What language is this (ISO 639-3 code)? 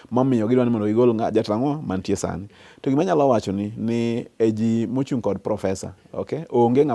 luo